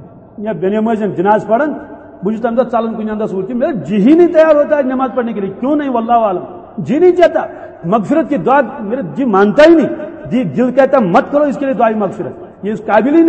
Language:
Urdu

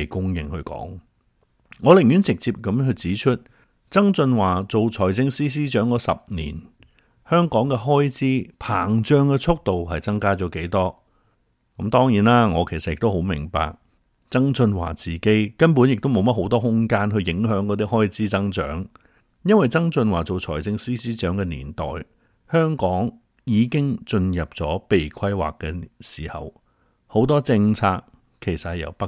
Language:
Cantonese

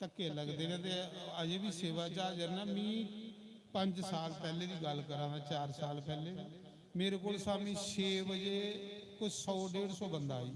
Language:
Dogri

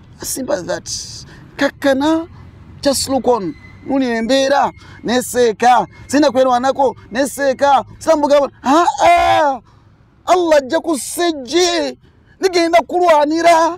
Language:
Ganda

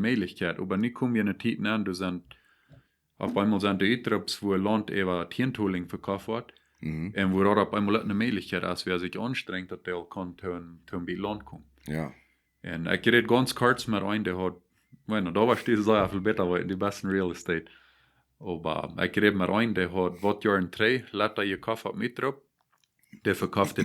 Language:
Plautdietsch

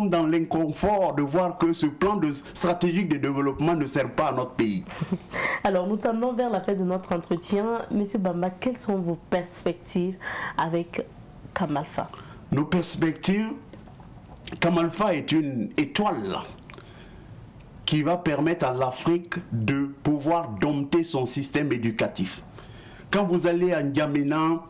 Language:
French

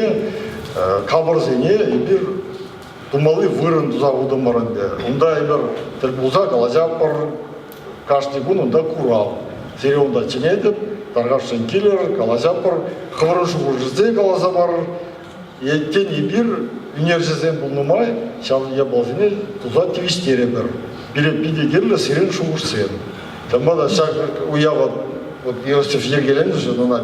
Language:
Chuvash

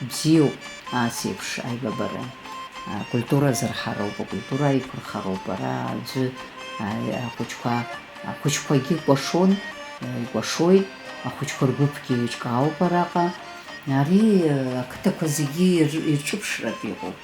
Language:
Abkhazian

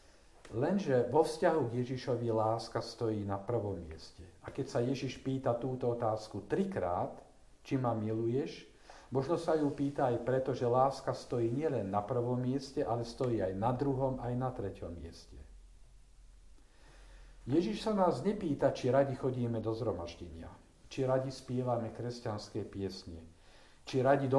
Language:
Slovak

